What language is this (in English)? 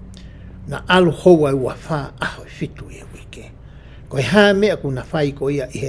Tongan